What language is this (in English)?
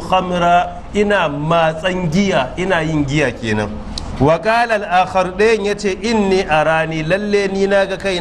Hausa